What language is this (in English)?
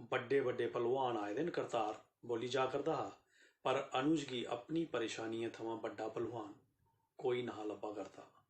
Dogri